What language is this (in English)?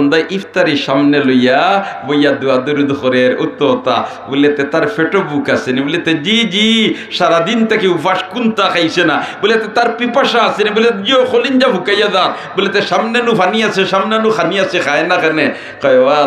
Sylheti